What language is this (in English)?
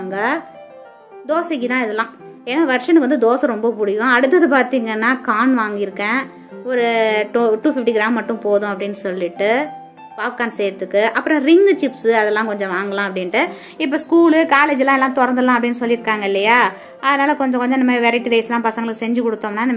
Tamil